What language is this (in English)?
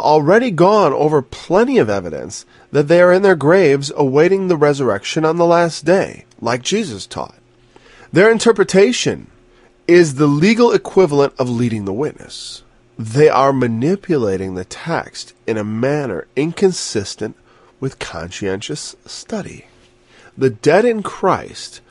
English